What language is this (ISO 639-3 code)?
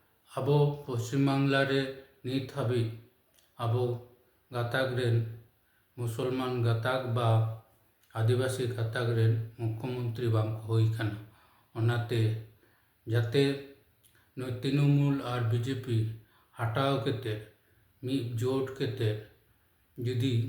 sat